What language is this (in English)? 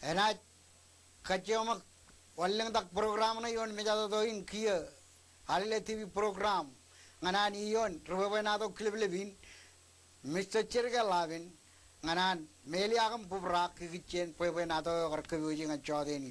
Marshallese